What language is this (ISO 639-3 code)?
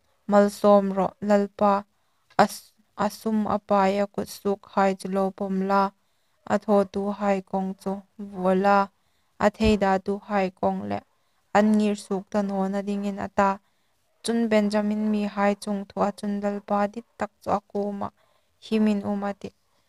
hmr